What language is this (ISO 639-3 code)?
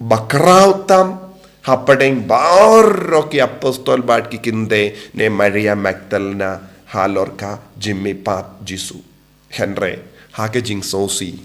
kha